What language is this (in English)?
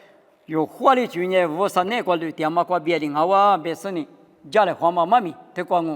Lisu